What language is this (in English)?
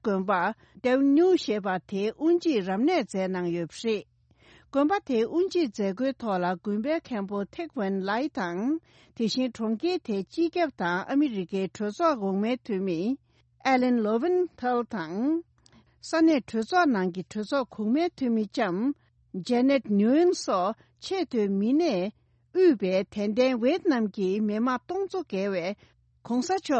Tibetan